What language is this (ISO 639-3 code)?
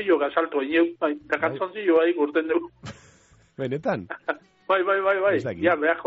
eus